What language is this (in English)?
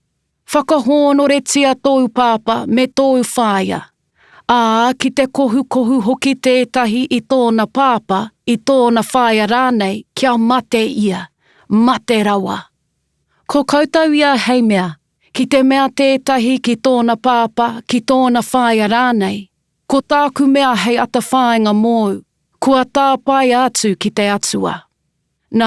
Māori